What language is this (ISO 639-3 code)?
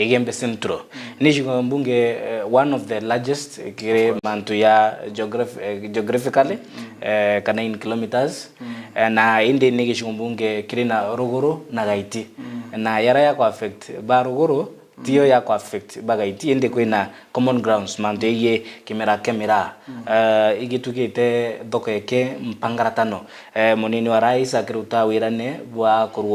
mer